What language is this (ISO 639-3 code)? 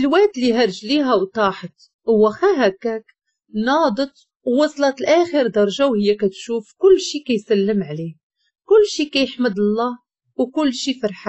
ary